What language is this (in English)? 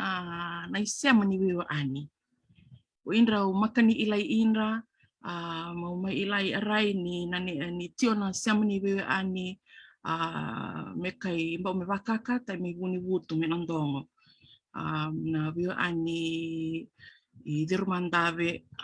Fijian